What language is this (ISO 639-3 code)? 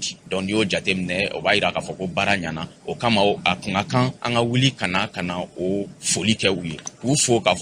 bam